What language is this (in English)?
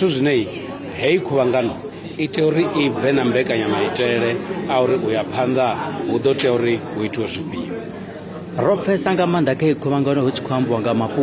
Venda